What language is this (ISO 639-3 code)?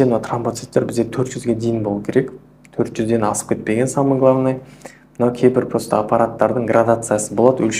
kaz